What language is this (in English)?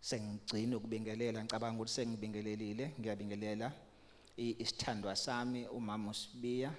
Zulu